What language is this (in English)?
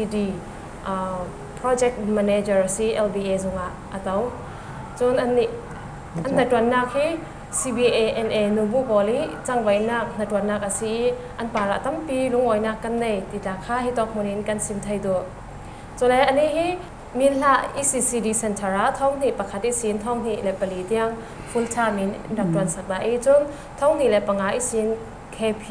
Falam Chin